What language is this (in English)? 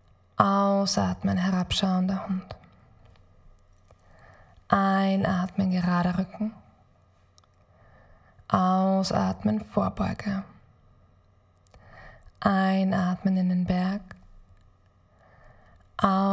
German